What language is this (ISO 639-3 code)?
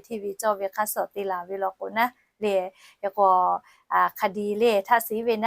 lhu